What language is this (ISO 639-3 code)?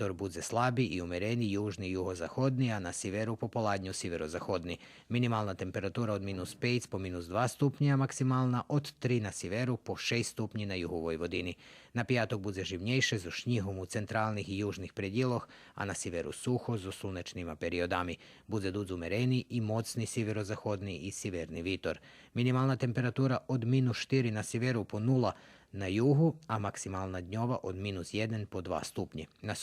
rue